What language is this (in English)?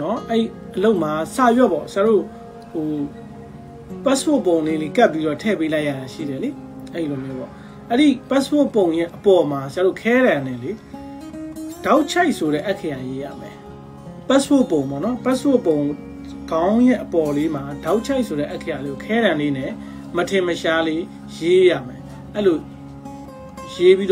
Burmese